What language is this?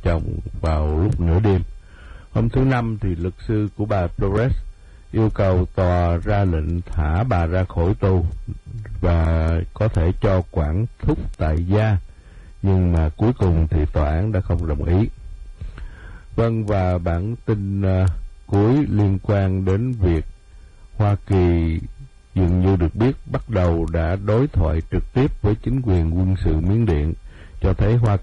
Vietnamese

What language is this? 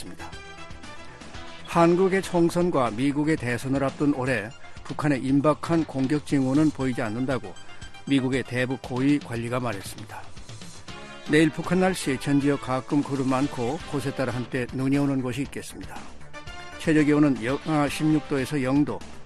Korean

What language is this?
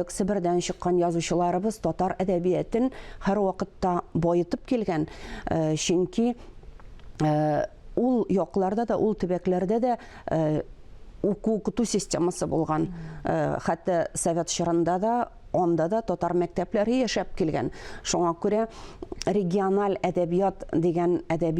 Tatar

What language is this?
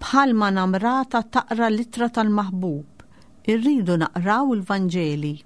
Maltese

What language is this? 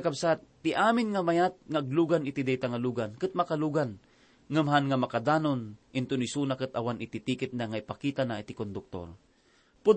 Iloko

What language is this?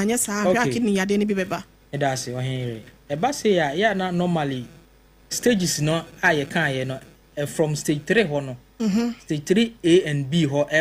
Akan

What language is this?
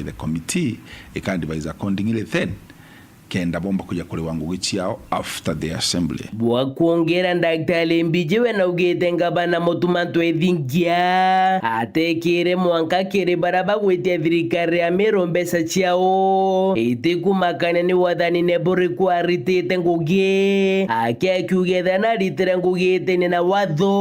Meru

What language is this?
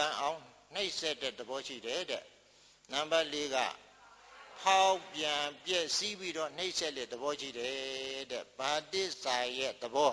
Burmese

